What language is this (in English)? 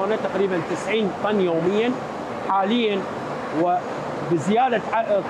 Mesopotamian Arabic